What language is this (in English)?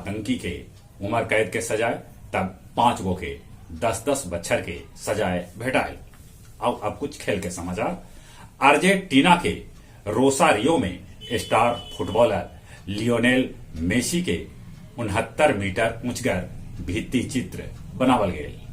Magahi